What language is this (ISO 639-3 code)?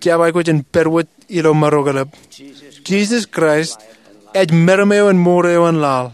mah